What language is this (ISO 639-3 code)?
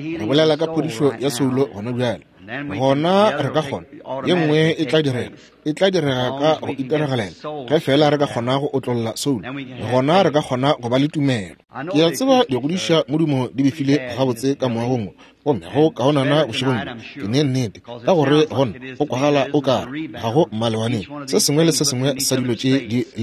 nso